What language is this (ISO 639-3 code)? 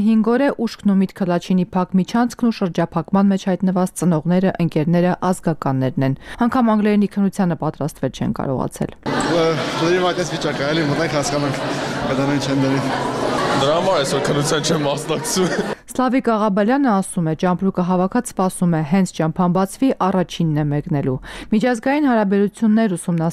hye